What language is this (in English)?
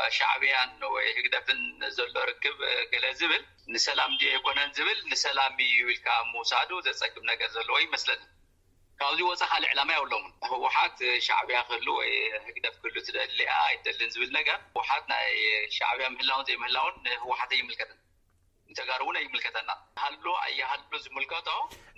Tigrinya